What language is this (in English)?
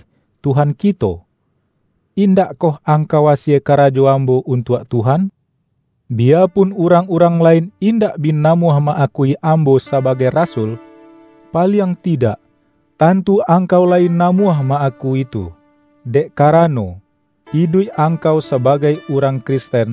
Minangkabau